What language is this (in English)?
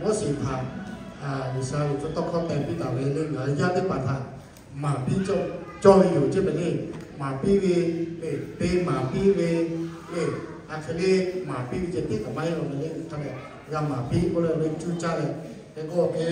Lahu